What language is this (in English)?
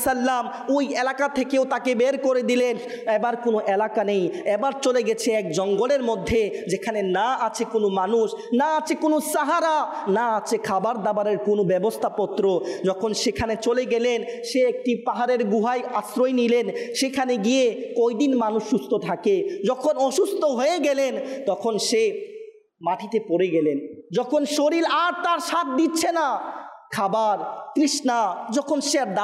Bangla